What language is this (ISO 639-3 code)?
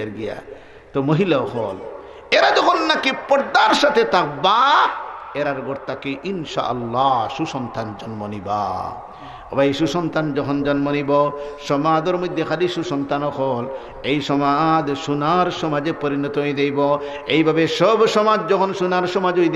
syl